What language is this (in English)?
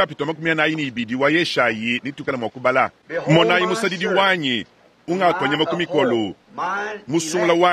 Luba-Lulua